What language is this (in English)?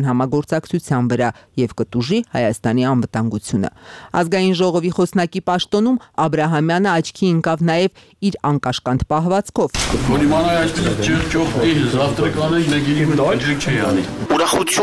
Armenian